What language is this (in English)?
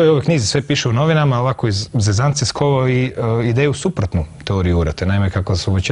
Croatian